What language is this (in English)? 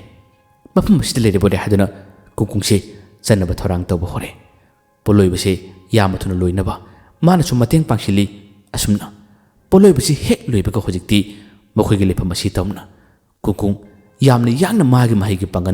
Manipuri